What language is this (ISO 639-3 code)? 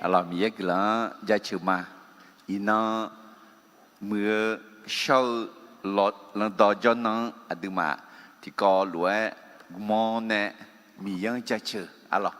ahk